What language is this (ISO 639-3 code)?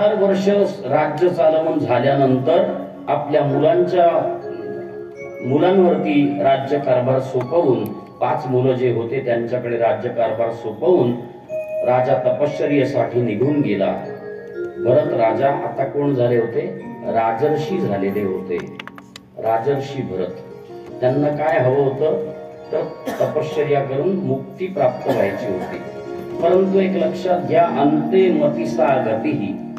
mar